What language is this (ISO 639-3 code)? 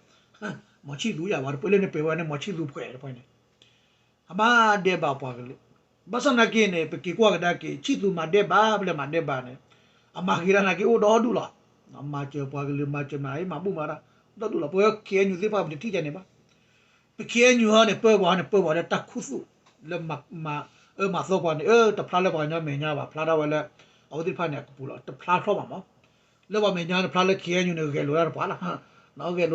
ksw